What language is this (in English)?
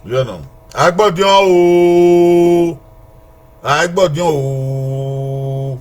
Bini